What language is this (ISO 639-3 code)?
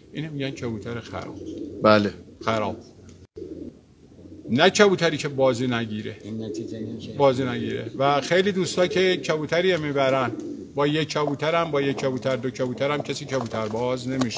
fas